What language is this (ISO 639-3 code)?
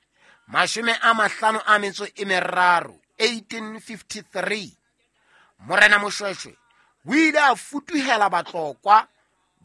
sot